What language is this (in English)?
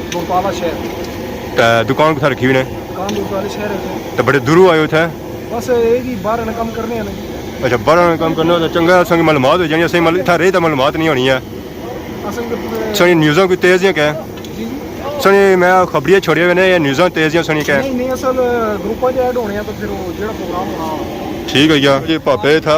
Pahari-Potwari